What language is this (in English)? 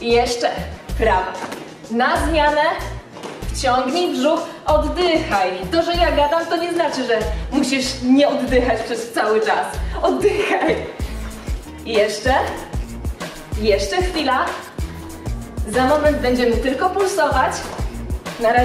Polish